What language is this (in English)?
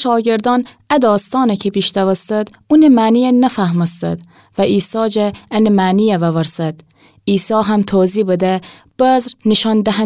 Gilaki